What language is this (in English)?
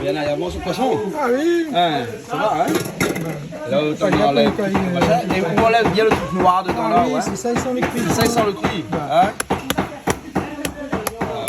Réunion Creole French